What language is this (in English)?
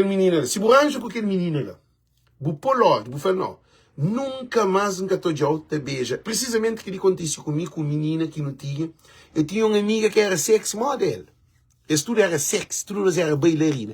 Kabuverdianu